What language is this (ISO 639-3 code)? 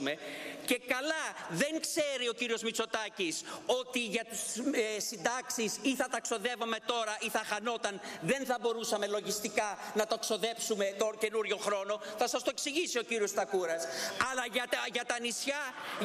ell